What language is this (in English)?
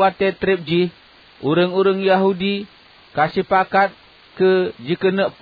Achinese